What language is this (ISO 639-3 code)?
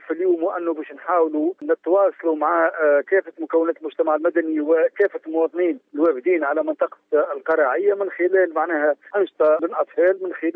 aeb